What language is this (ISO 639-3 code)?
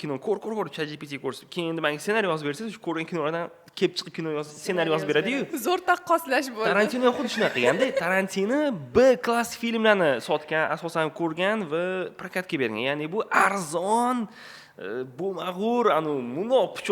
uzb